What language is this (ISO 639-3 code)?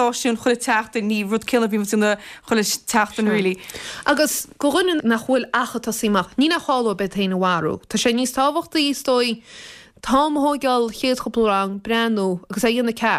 gle